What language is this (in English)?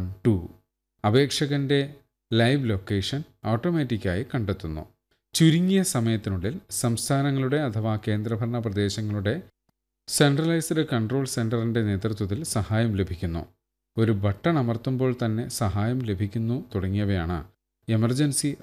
Malayalam